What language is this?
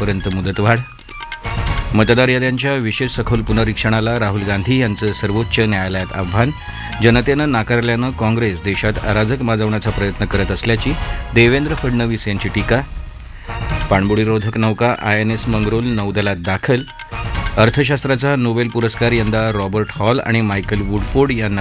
Marathi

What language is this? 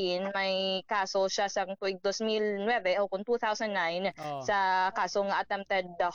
Hiligaynon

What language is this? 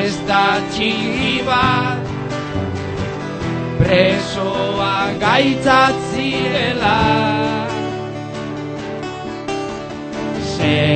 Basque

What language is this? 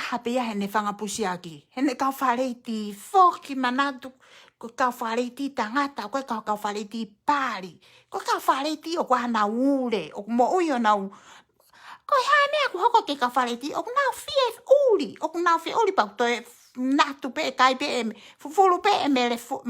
Tongan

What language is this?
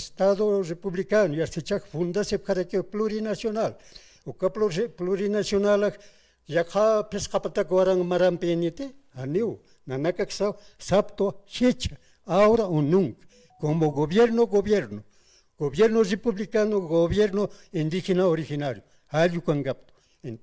Aymara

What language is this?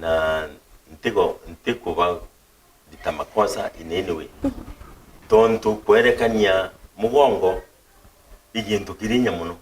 Meru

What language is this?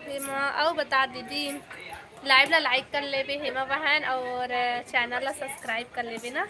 Chhattisgarhi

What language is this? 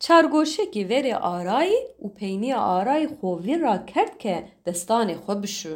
Kurdish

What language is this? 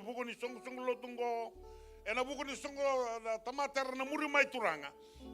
Fijian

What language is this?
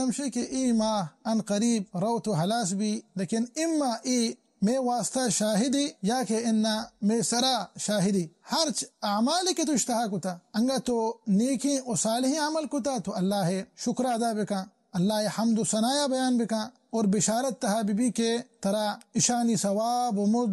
Baluchi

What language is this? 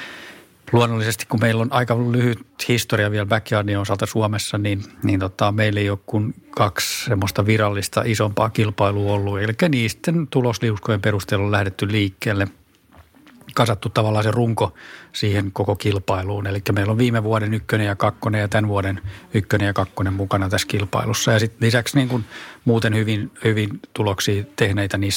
Finnish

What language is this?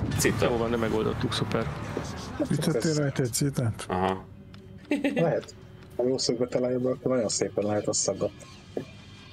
Hungarian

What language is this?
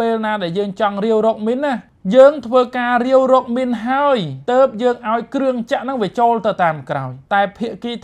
Khmer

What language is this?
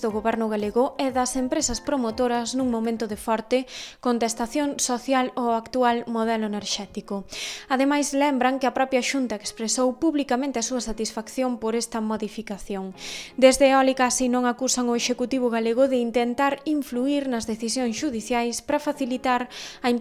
Galician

